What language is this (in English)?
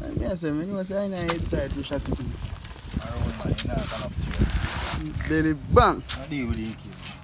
Jamaican Creole English